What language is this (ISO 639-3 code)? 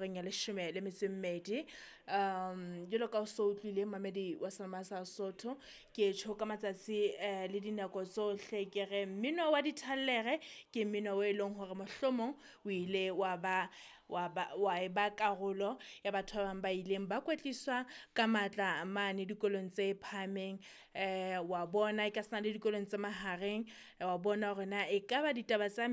sot